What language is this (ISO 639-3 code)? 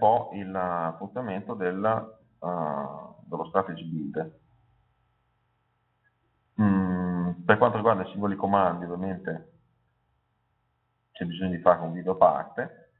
ita